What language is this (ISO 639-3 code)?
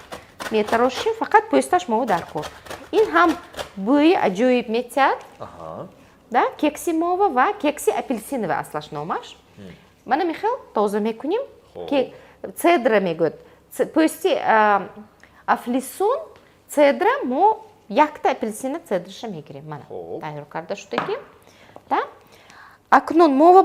tgk